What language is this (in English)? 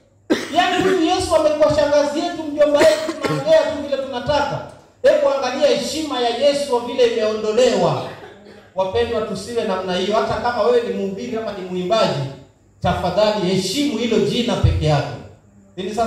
Swahili